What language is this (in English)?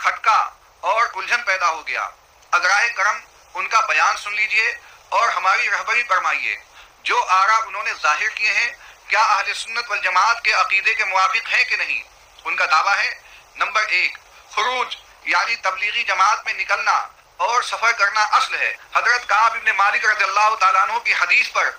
Urdu